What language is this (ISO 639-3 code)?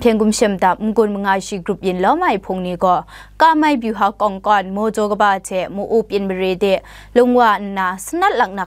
kac